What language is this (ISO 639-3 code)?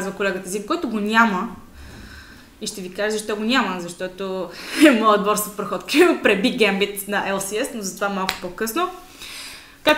bul